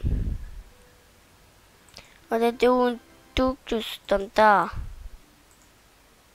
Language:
Danish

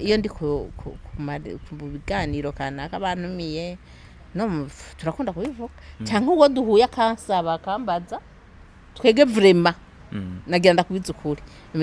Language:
Rundi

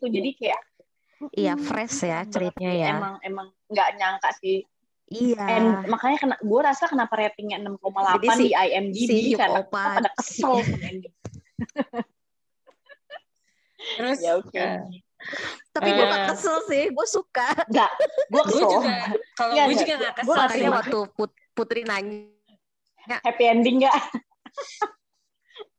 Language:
Indonesian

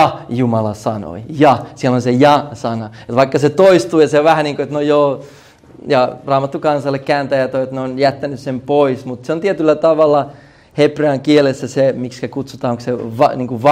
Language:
Finnish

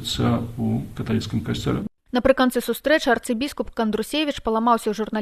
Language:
Belarusian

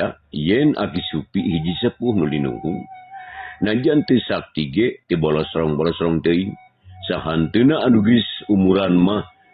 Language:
Sundanese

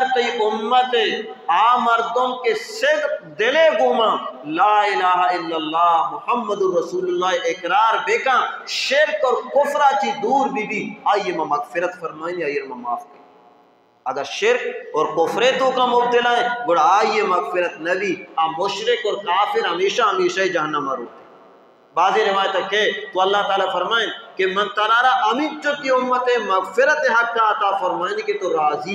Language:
Baluchi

